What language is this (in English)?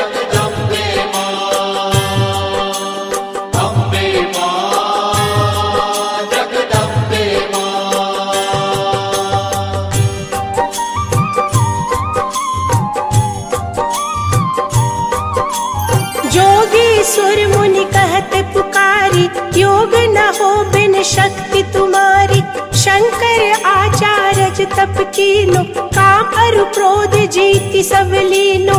Hindi